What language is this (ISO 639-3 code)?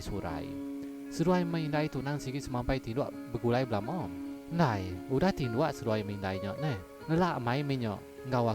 iba